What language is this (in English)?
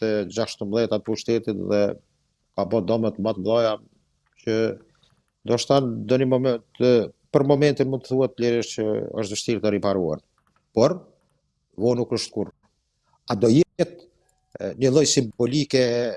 Albanian